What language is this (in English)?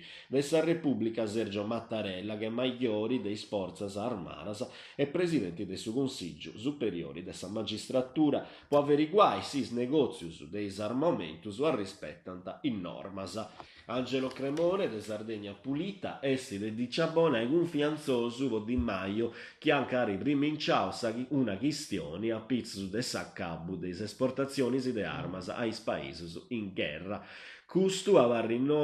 Sardinian